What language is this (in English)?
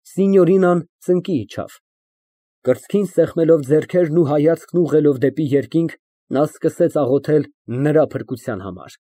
Armenian